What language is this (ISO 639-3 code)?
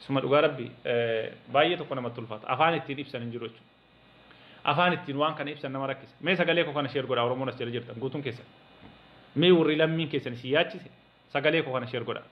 orm